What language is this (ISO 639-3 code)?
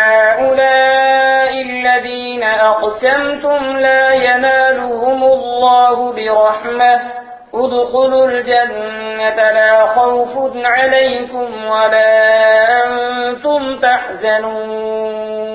gju